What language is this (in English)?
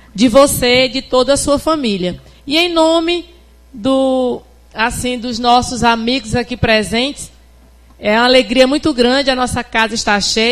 Portuguese